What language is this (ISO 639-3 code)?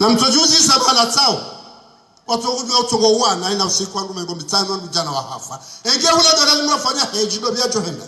zdj